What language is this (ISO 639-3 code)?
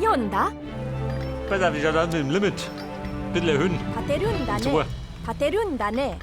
bar